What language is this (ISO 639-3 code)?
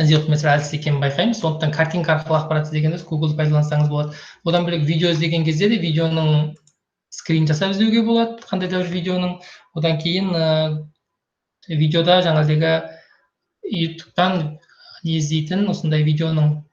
kaz